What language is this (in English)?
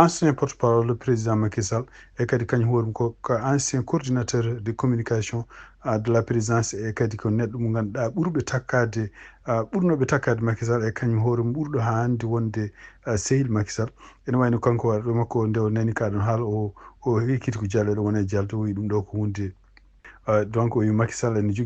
Fula